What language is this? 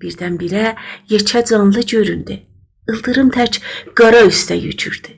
South Azerbaijani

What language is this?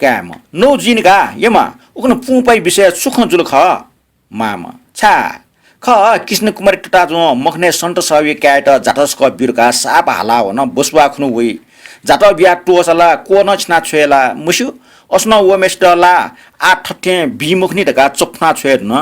Newari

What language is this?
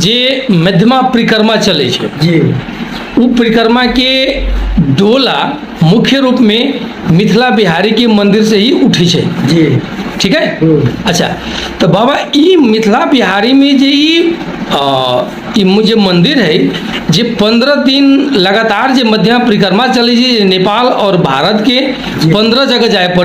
Maithili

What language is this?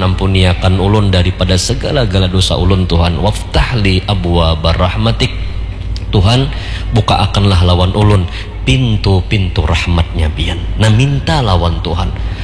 Banjar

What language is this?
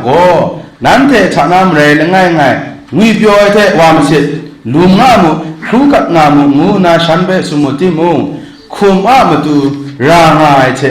Kachin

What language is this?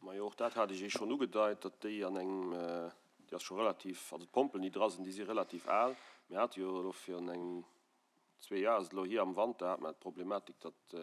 Luxembourgish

